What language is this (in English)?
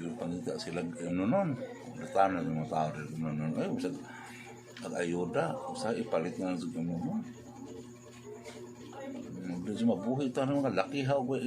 Cebuano